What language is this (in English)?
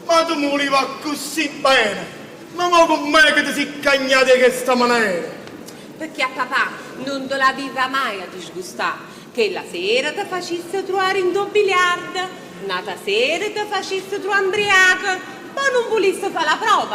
Neapolitan